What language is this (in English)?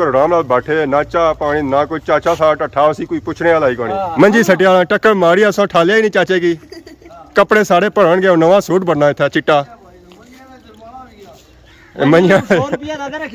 Pahari-Potwari